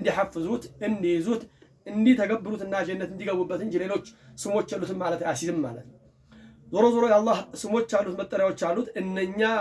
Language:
Amharic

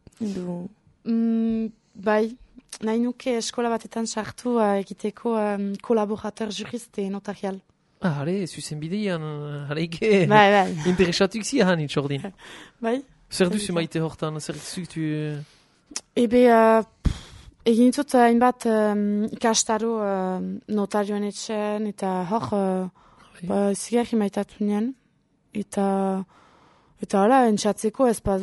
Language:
Basque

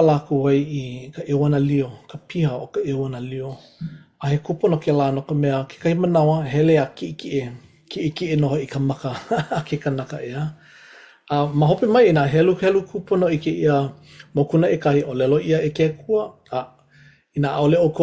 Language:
Hawaiian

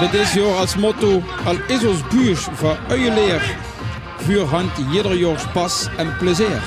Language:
Limburgish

